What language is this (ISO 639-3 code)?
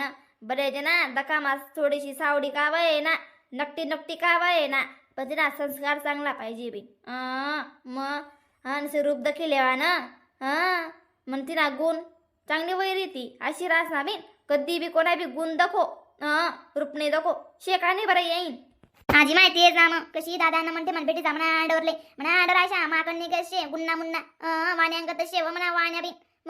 khn